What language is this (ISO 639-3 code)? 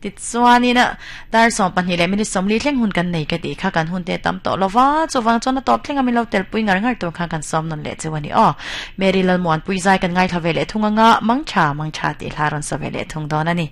lus